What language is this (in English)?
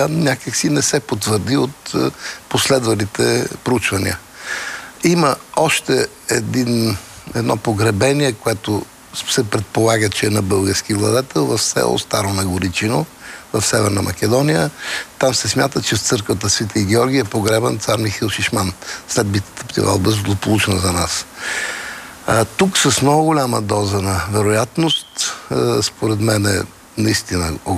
Bulgarian